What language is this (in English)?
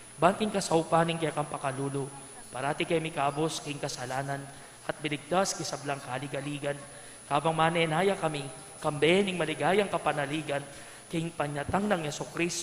Pampanga